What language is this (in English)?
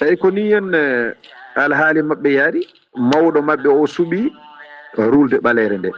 Fula